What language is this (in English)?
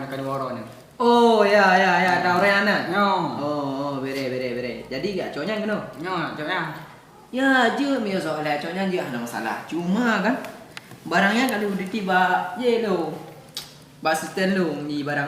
Achinese